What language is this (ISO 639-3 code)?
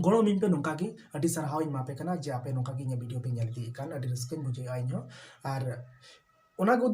sat